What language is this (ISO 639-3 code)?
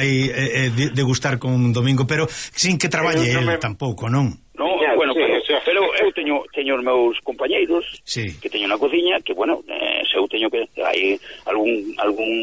glg